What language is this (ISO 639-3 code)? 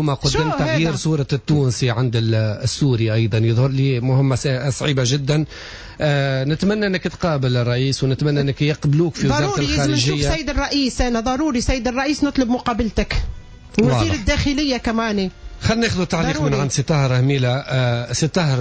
aeb